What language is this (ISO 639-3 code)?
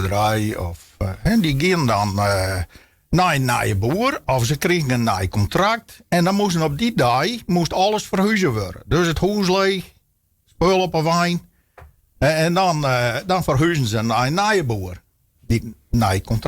fry